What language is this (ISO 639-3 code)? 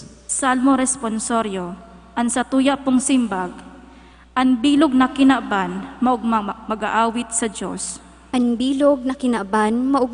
bik